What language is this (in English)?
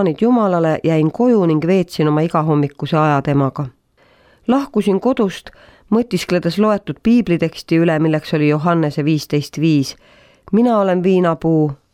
Estonian